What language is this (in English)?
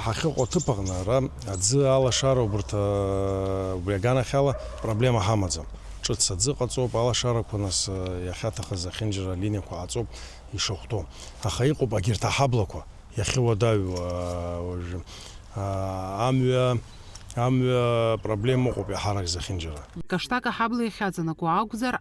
Abkhazian